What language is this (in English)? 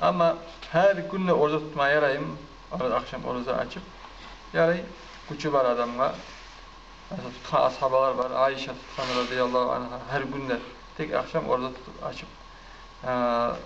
Kumyk